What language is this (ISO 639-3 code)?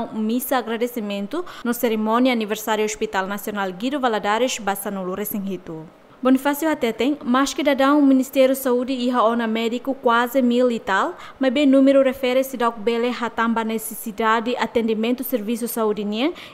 tet